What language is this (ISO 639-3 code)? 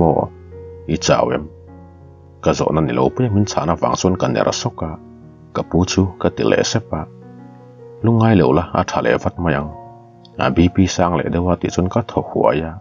lus